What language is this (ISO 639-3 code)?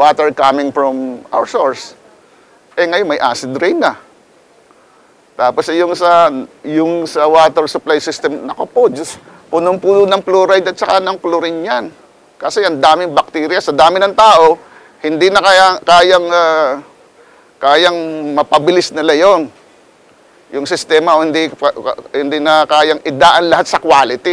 fil